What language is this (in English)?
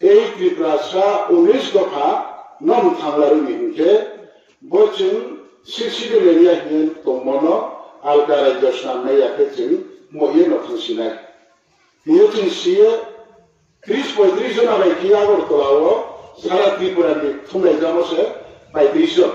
Riang (India)